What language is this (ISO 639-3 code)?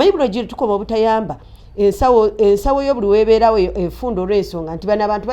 lug